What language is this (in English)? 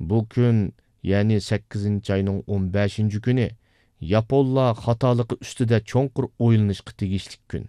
Uyghur